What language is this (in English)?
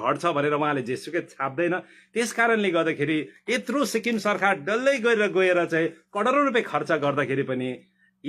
Nepali